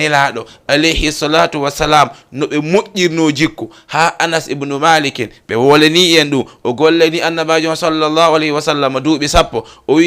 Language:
Fula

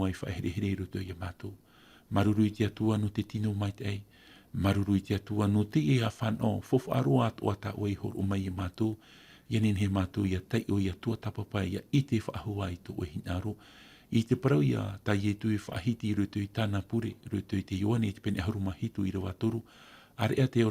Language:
Tahitian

